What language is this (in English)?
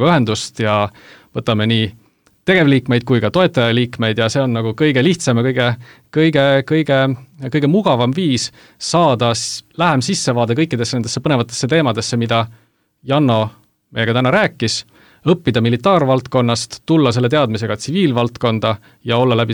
Estonian